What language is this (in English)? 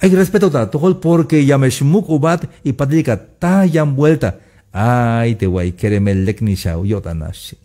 Tzeltal